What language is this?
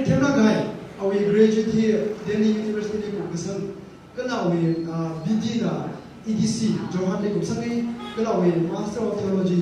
Tangkhul Naga (India)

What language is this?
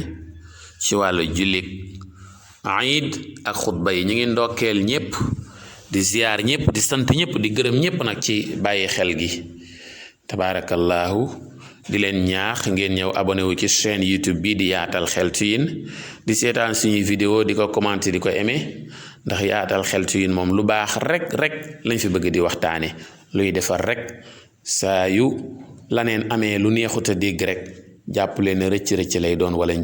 Wolof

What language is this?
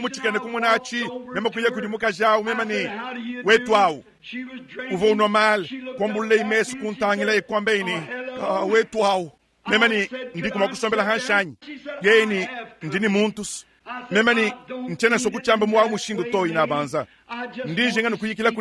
Luba-Lulua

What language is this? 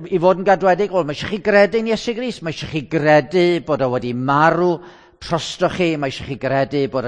Welsh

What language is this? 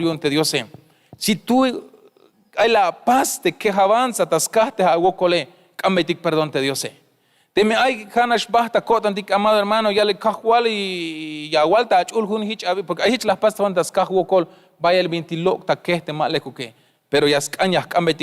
Tzeltal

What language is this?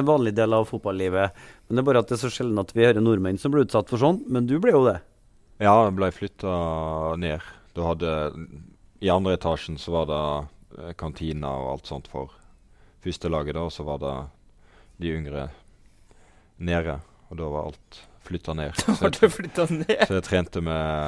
Norwegian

